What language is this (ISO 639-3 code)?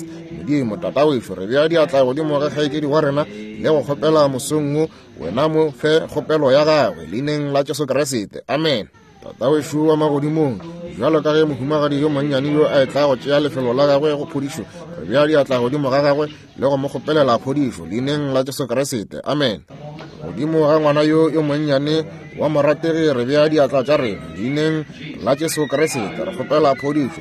nso